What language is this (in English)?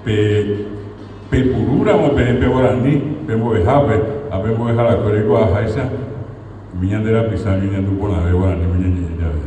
Guarani